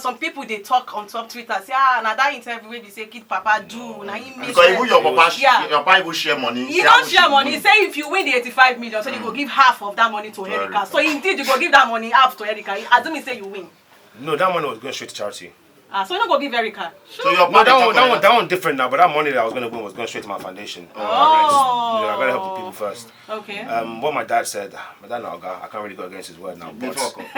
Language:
Nigerian Pidgin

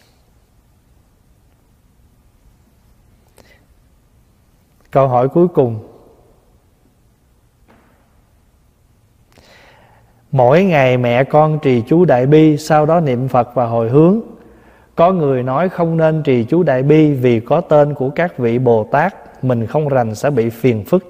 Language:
Vietnamese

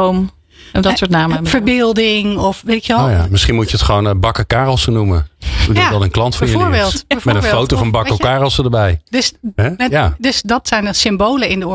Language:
Dutch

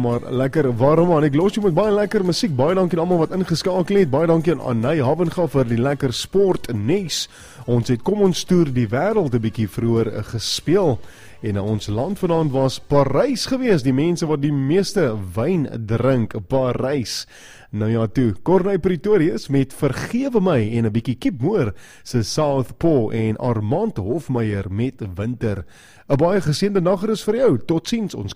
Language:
Afrikaans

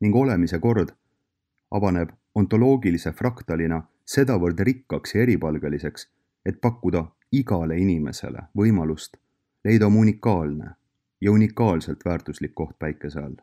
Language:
Estonian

